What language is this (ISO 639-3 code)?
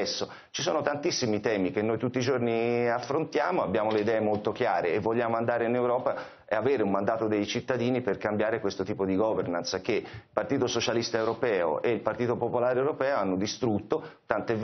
ita